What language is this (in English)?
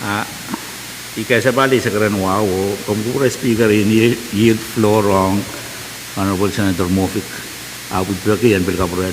Pohnpeian